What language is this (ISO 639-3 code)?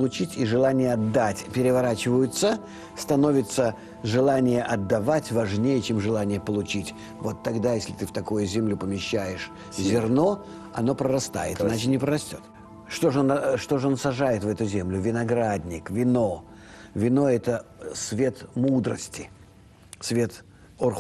rus